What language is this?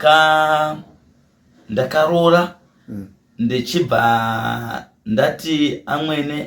Shona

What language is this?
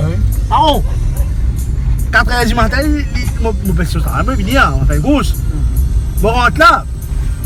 Réunion Creole French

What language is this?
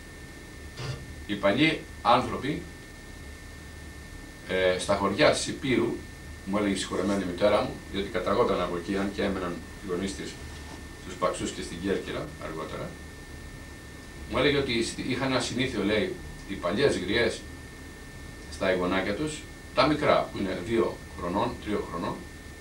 Greek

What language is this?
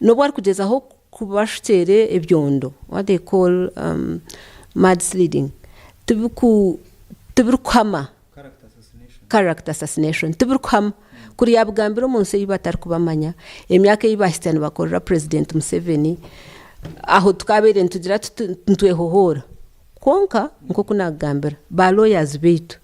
Nyankole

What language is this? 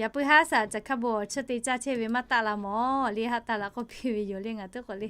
Lahu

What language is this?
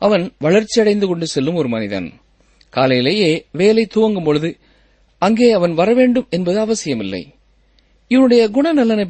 Tamil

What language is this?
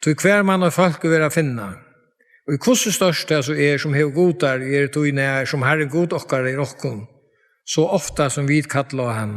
Faroese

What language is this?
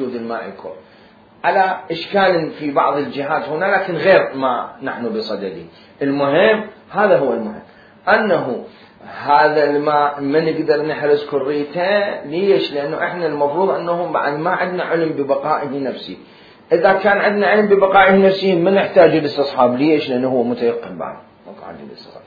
Mesopotamian Arabic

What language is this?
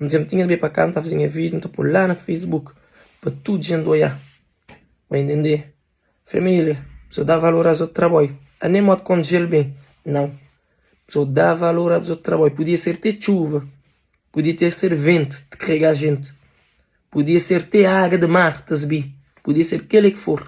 Kabuverdianu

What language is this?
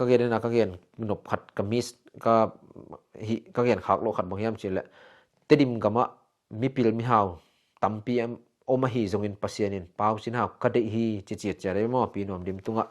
Tedim Chin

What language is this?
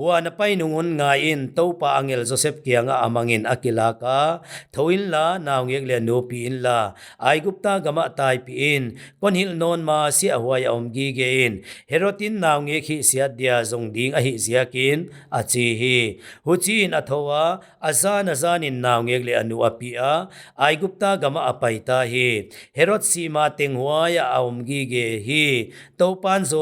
Paite Chin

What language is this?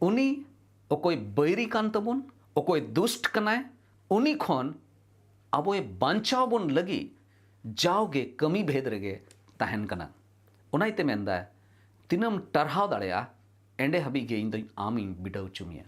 Santali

